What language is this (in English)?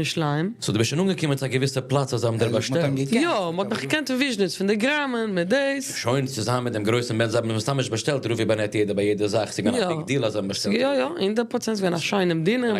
Yiddish